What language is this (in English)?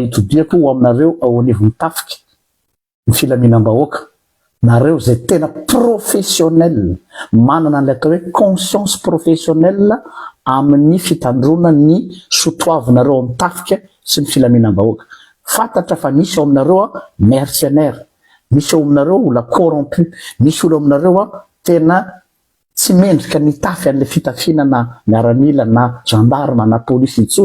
Malagasy